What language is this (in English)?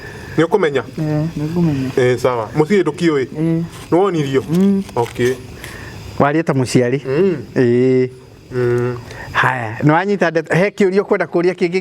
Kikuyu